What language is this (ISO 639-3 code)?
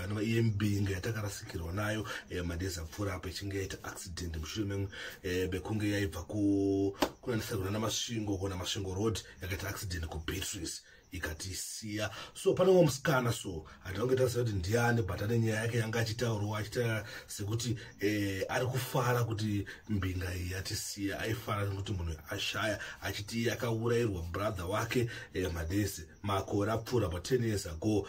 sna